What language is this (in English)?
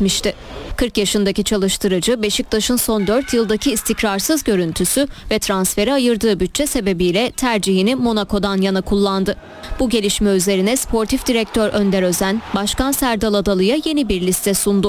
Turkish